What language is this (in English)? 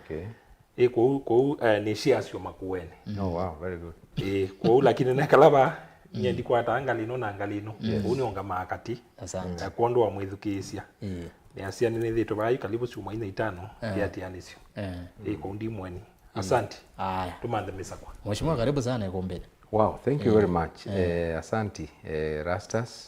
Kamba